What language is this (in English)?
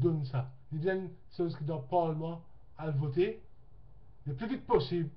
Morisyen